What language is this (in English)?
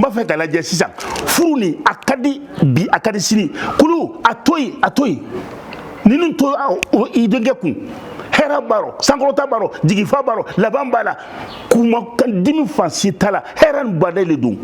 Bambara